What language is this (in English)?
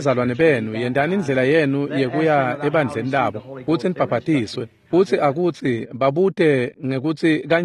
Swati